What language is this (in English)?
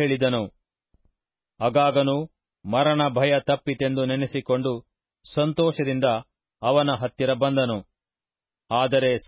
Kannada